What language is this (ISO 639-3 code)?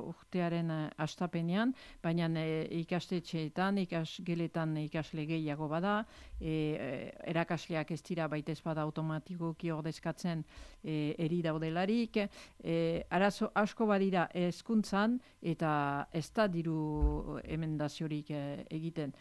eus